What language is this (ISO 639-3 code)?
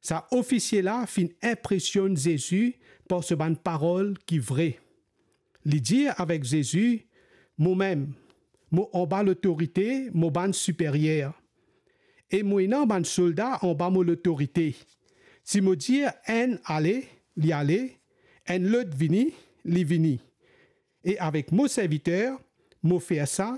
mfe